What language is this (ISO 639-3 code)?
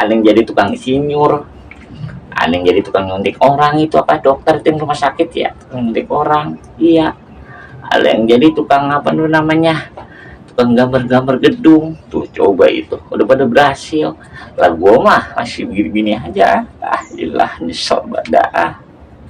bew